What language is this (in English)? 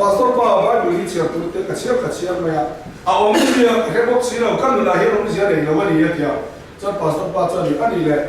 Mizo